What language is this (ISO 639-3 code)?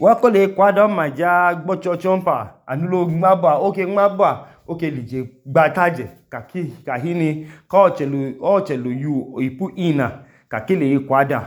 idu